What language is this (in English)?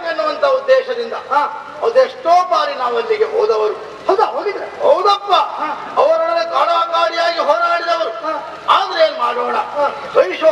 Kannada